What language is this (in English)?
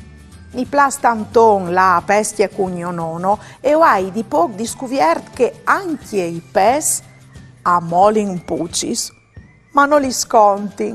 Friulian